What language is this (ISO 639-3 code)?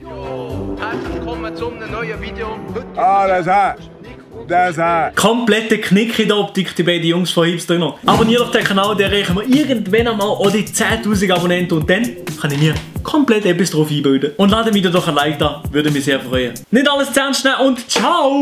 gsw